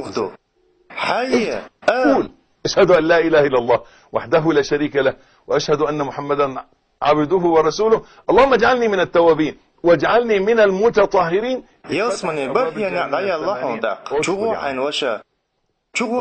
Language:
Chechen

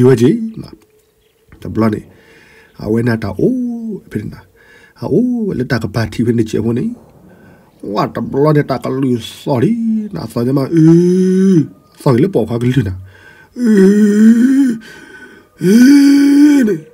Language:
S'gaw Karen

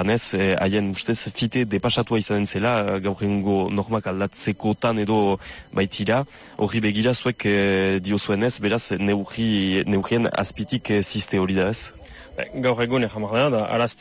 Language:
Basque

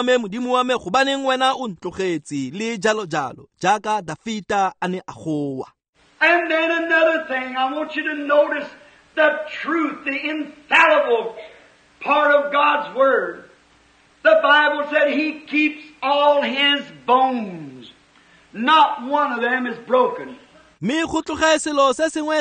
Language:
Tswana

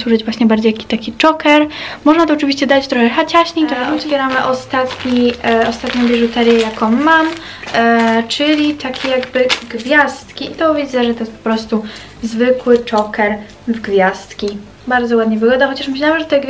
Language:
Polish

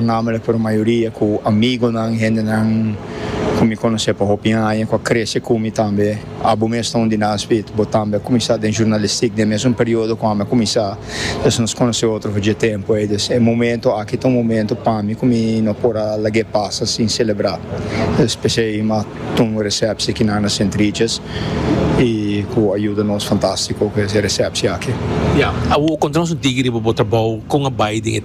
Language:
Papiamento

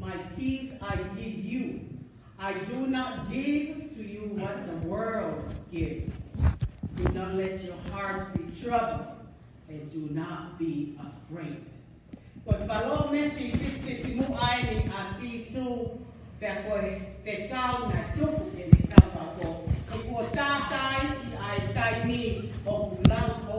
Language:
Tongan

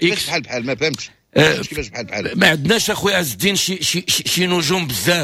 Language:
Moroccan Arabic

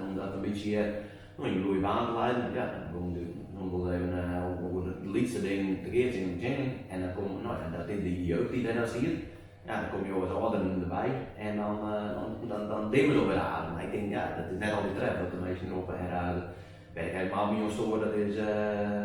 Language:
Western Frisian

